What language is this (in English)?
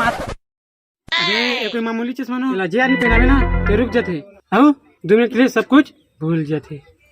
Chhattisgarhi